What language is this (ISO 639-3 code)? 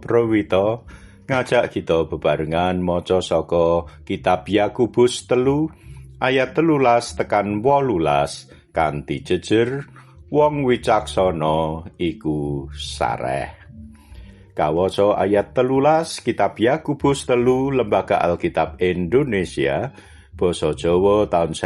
jav